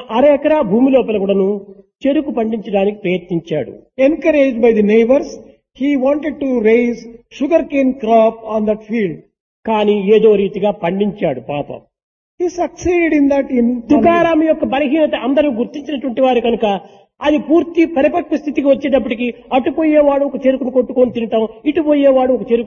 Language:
Telugu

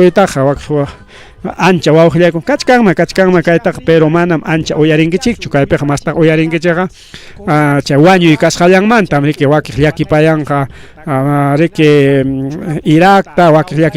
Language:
Ayacucho Quechua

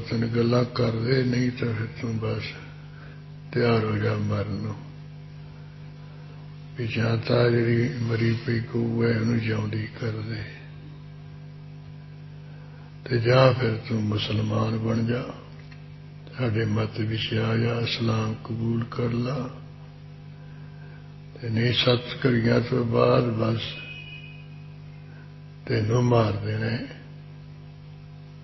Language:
Punjabi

